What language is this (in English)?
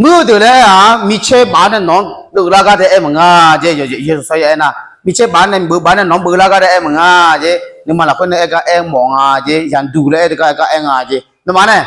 Akha